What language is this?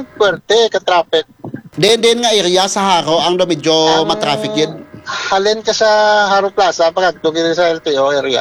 Hiligaynon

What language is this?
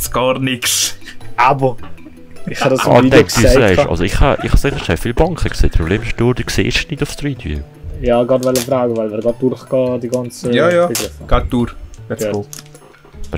Swiss German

